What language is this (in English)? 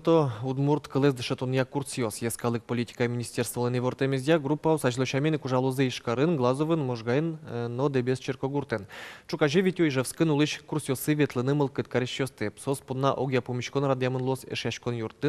Udmurt